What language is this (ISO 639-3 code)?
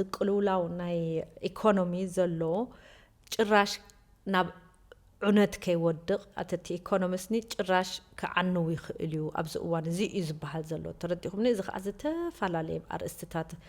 tir